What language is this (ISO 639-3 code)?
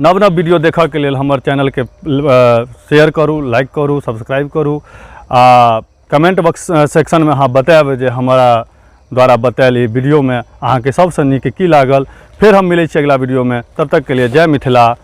mai